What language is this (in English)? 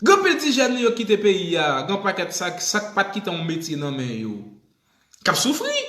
Haitian Creole